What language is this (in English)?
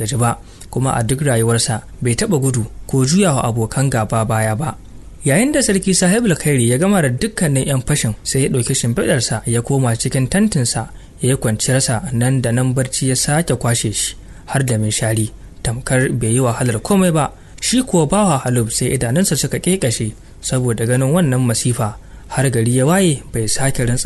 Hausa